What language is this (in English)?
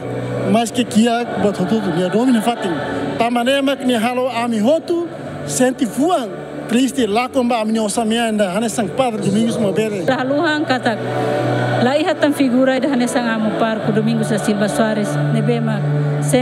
Tetum